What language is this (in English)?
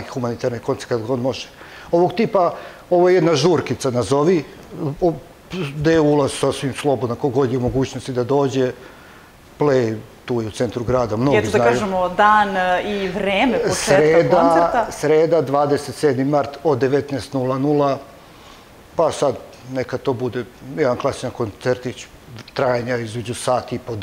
Serbian